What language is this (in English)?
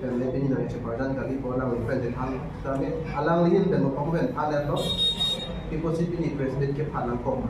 Karbi